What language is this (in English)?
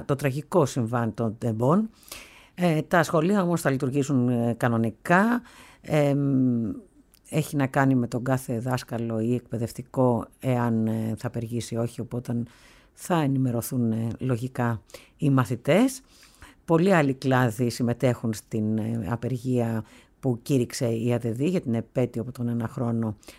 Greek